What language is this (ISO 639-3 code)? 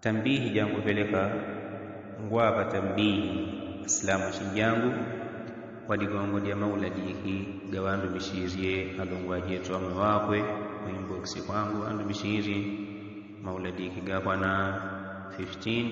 yao